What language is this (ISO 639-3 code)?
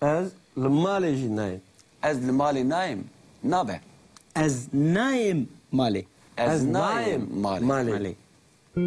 kur